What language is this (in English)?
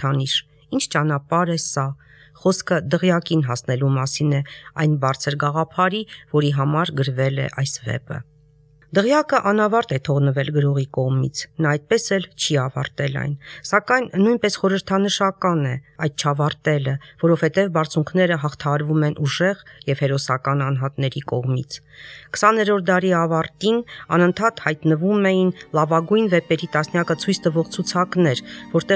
Armenian